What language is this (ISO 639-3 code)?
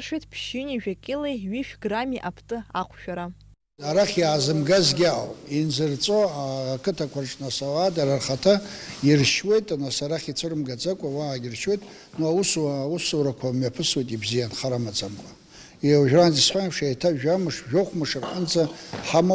abk